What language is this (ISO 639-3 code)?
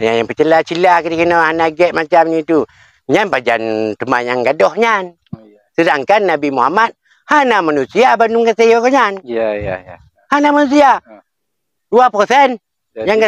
ace